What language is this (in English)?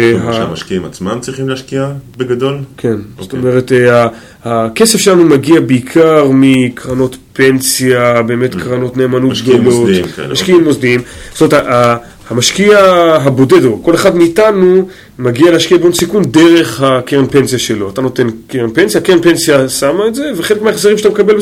Hebrew